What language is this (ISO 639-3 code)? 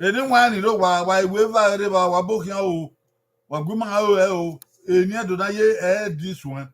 bin